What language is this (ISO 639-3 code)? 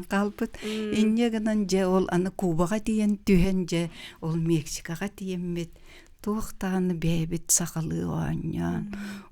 sah